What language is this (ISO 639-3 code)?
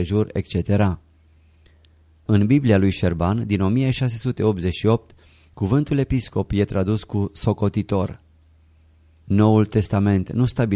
ron